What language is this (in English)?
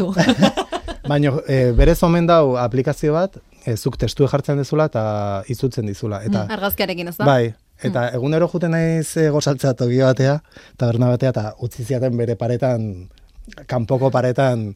Basque